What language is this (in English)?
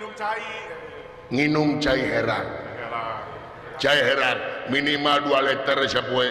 Sundanese